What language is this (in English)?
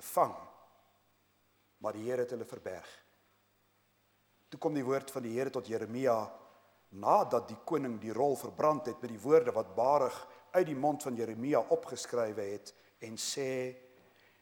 Afrikaans